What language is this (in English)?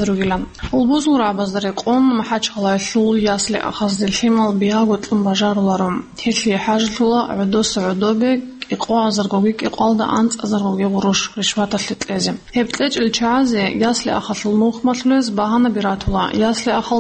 Avaric